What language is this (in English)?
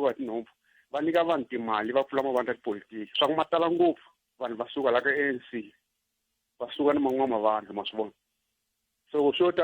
Tsonga